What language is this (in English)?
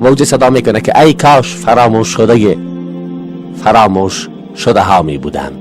Persian